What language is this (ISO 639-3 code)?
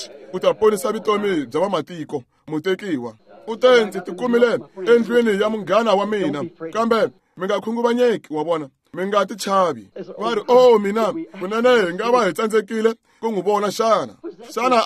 tso